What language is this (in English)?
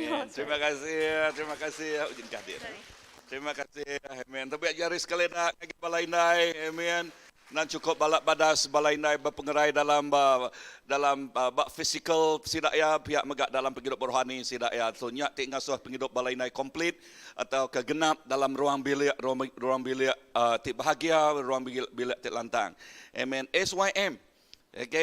Iban